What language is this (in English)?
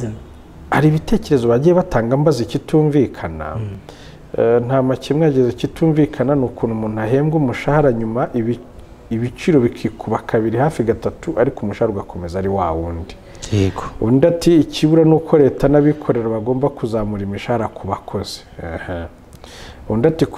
Kinyarwanda